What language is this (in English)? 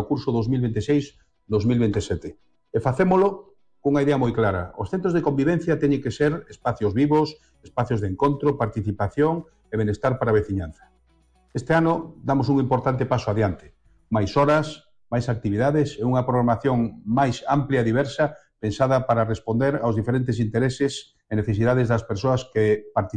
Galician